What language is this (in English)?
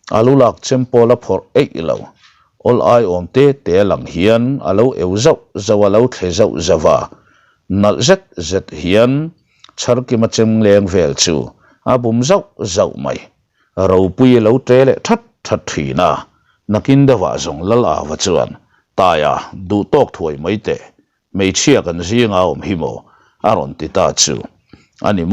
Mizo